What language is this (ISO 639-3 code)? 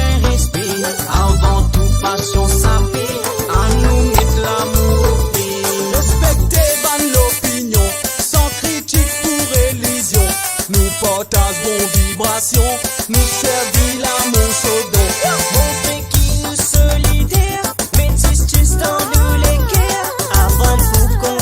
mfe